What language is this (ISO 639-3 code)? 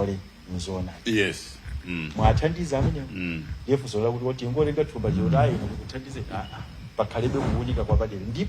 nya